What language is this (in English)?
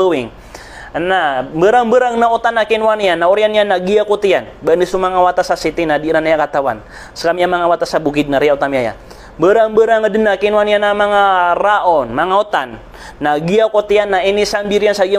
Maranao